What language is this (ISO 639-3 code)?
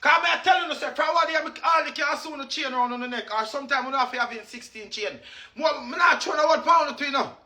jam